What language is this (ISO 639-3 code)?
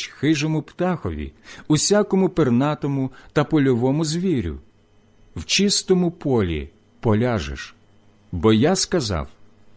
ukr